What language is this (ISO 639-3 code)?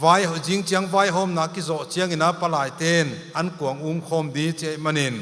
pck